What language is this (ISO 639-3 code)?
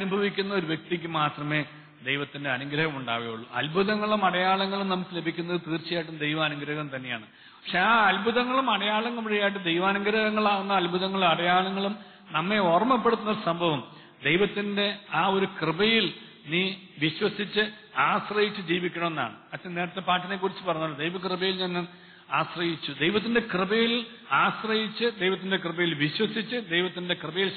mal